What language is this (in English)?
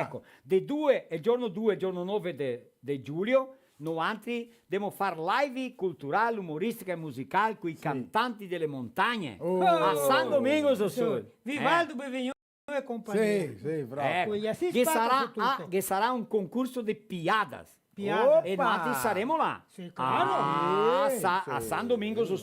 Venetian